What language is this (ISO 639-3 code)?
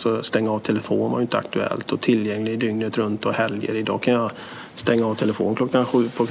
swe